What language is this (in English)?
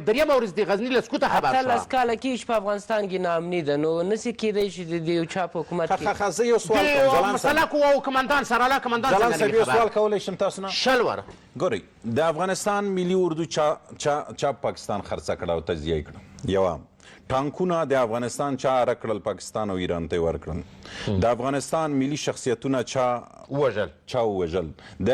Pashto